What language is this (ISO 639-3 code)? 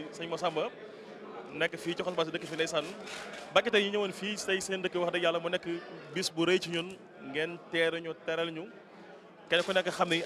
wol